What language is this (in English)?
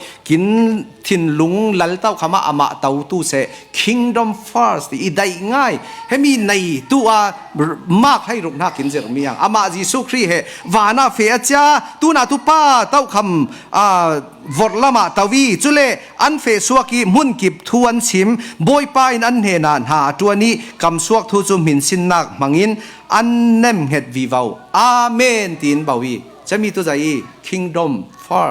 Falam Chin